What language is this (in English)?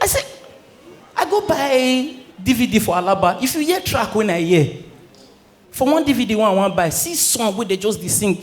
Nigerian Pidgin